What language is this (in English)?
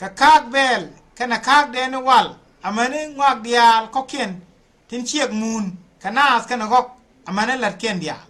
Nuer